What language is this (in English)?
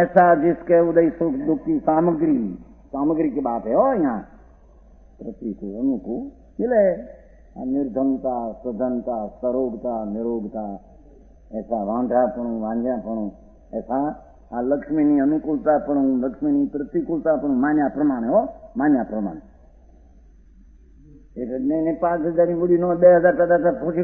Gujarati